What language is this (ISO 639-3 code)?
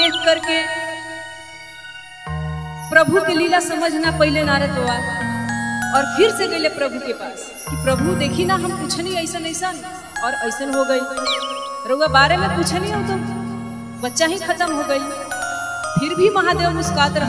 bho